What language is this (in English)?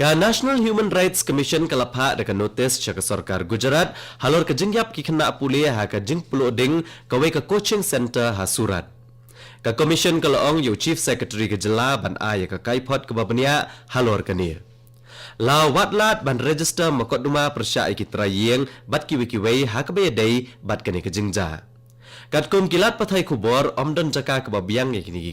Khasi